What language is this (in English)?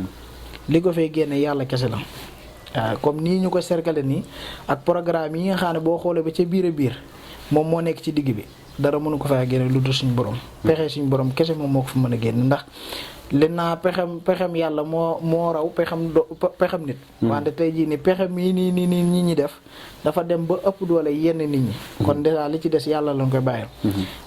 Wolof